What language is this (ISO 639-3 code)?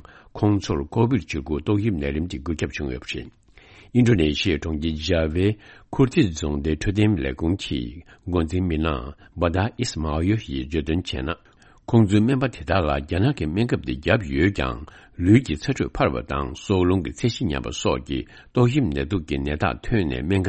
bod